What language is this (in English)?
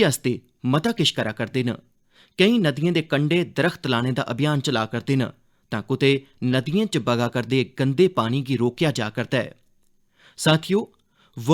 Dogri